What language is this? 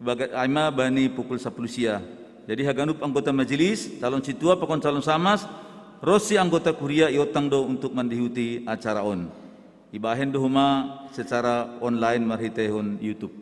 Batak Simalungun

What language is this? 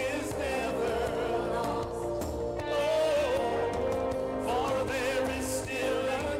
Ewe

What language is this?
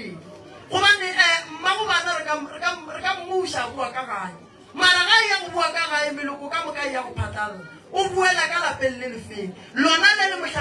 Northern Sotho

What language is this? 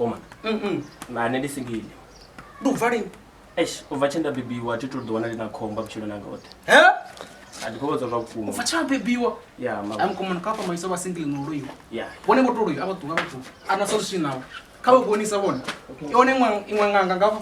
Venda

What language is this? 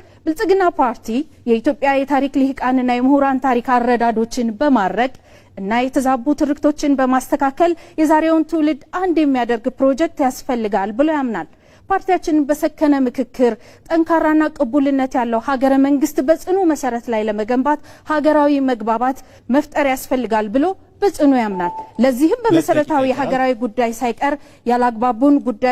Amharic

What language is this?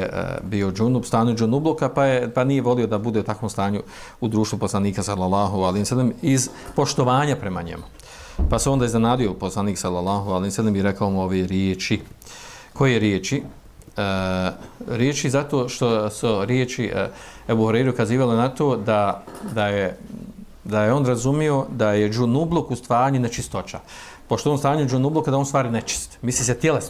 Bosnian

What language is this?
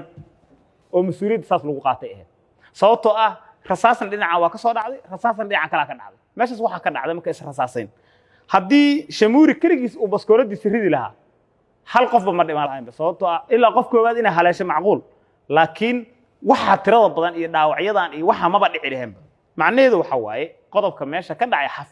Somali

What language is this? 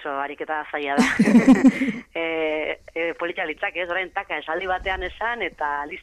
Basque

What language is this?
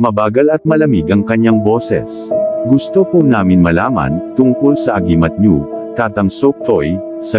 Filipino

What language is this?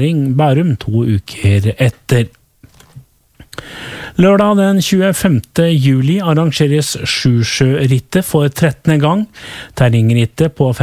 Norwegian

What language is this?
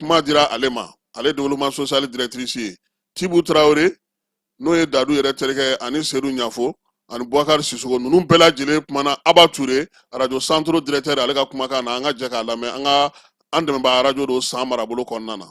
Bambara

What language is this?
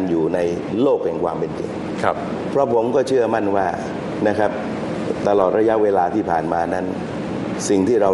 Thai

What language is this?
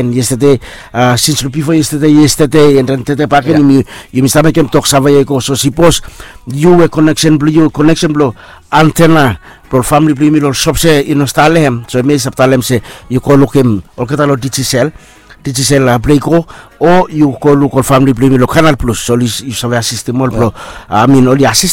Bislama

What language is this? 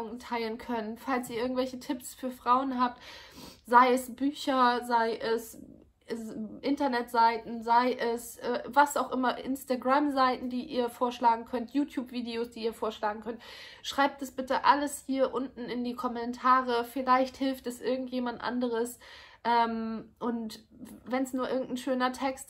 German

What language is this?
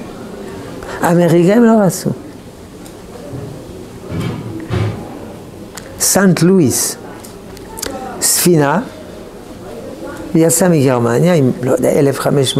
Hebrew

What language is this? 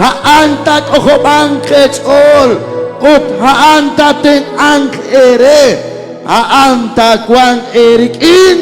Kekchí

